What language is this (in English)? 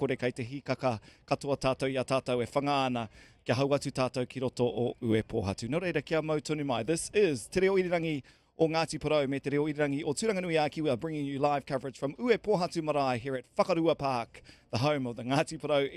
Māori